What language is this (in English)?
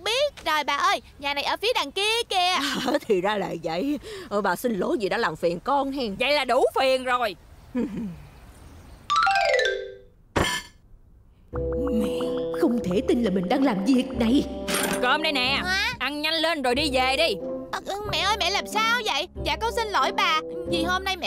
Vietnamese